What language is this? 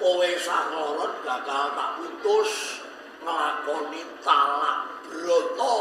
Javanese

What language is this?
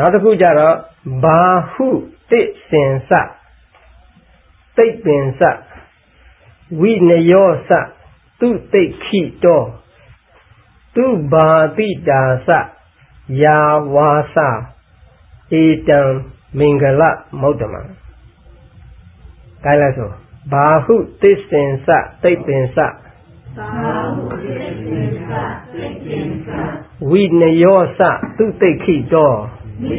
Burmese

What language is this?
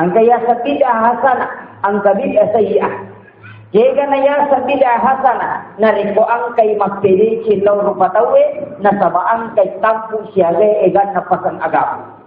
Buginese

